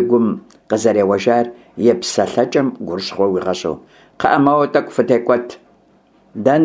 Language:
Kabardian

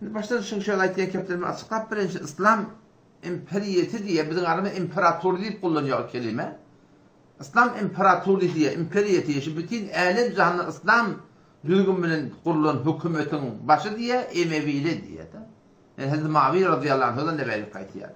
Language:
Turkmen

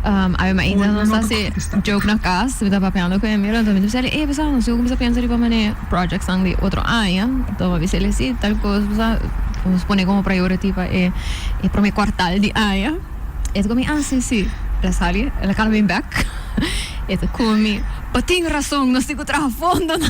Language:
Papiamento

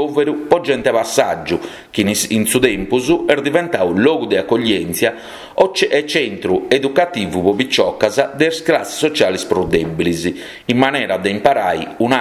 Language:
Sardinian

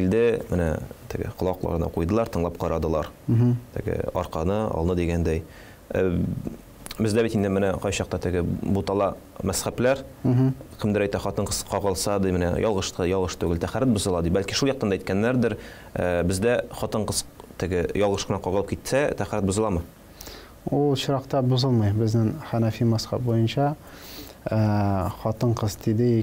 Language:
Tatar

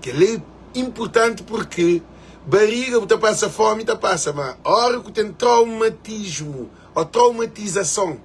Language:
Kabuverdianu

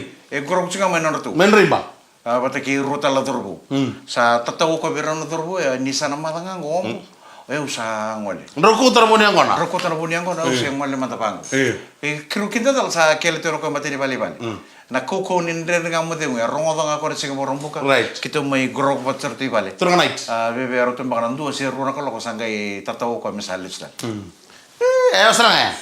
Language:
Fijian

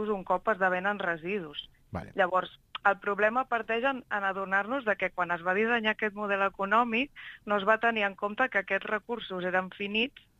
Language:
Catalan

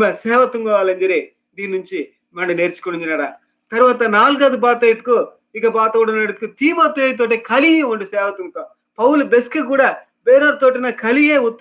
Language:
Koya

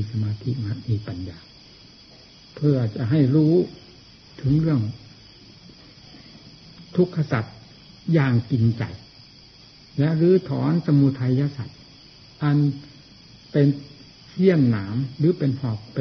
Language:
Thai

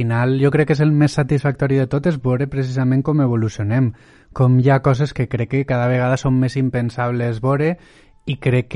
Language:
Catalan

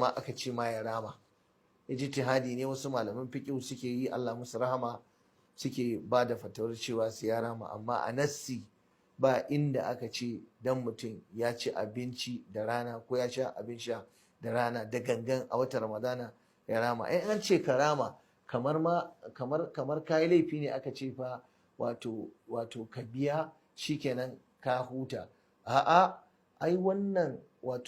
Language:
Hausa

